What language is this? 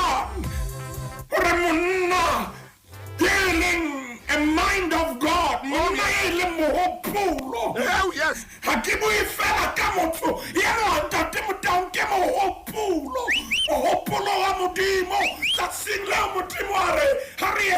Southern Sotho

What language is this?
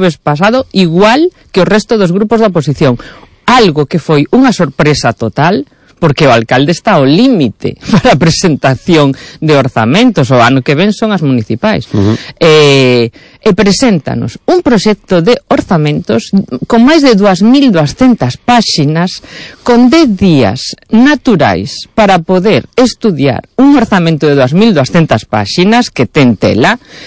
Galician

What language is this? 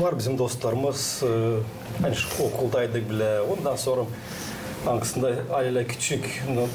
Gagauz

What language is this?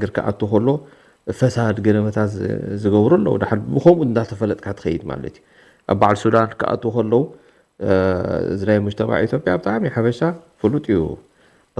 Tigrinya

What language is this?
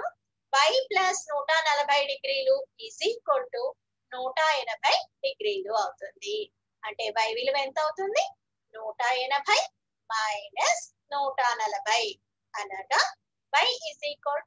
Telugu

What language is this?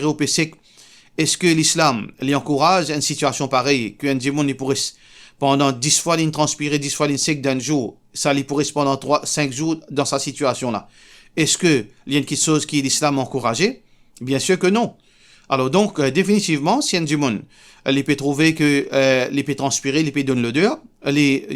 Morisyen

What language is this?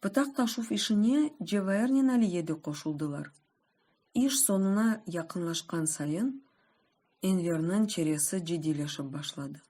Crimean Tatar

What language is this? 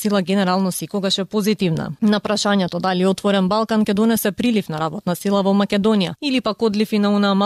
Macedonian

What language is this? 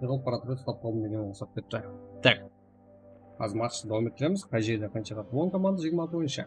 Kara-Kalpak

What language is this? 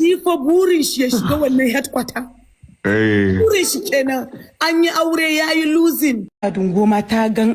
Hausa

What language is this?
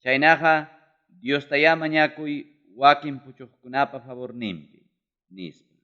Ayacucho Quechua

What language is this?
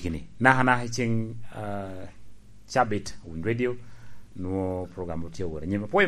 Lango (Uganda)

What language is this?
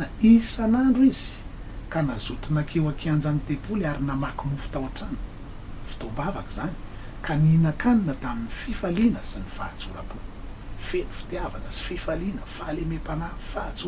Malagasy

